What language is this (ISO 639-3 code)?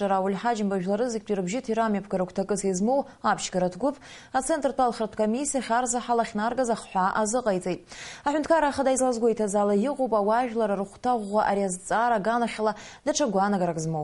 abk